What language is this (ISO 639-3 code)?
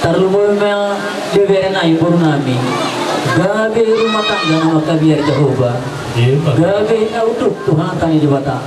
bbc